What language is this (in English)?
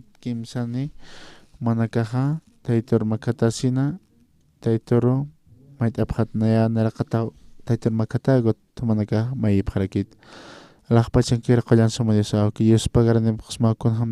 Aymara